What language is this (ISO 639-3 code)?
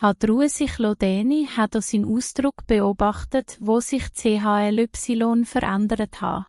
gsw